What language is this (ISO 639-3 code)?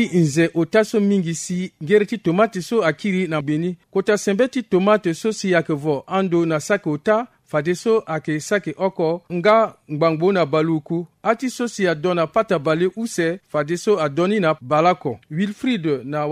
sag